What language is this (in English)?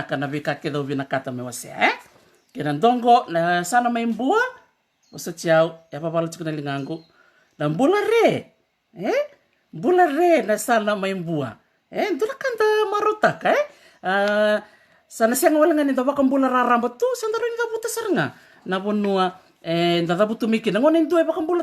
Fijian